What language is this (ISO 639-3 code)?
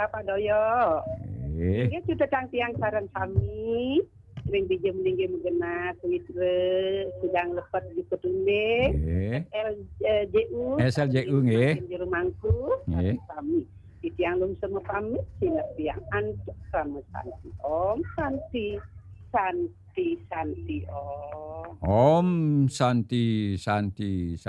ban